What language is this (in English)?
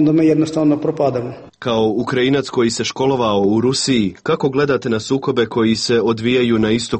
Serbian